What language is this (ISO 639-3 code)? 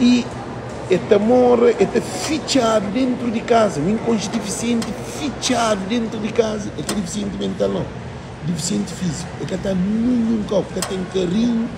kea